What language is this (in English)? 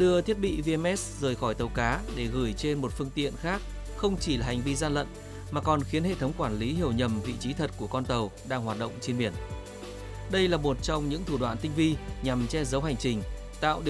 Vietnamese